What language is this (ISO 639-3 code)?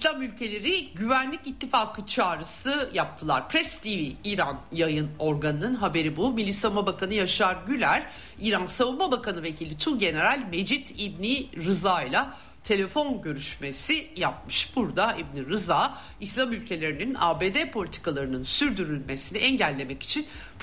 tur